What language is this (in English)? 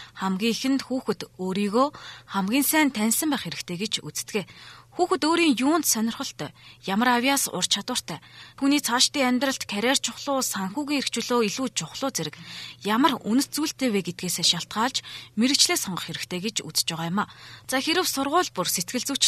Mongolian